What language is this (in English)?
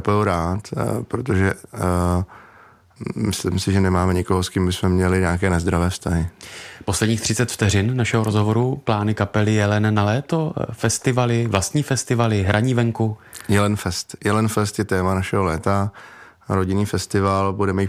Czech